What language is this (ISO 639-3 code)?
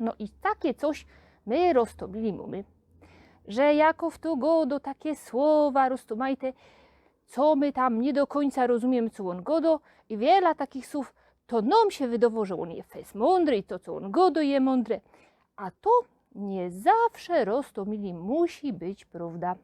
szl